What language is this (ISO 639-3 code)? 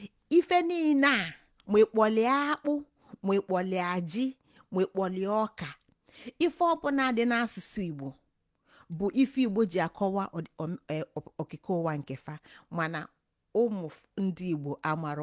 ibo